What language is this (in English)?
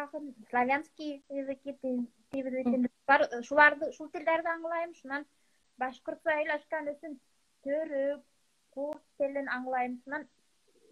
Bashkir